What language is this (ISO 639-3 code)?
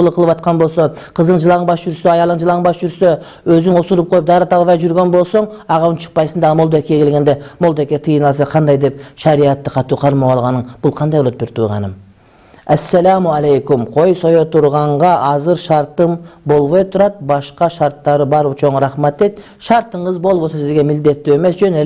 kir